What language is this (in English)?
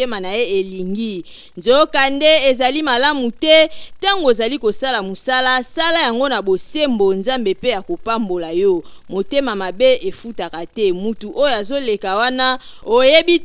Lingala